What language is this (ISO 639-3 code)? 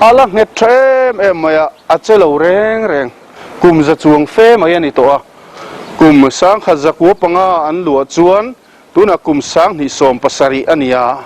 lus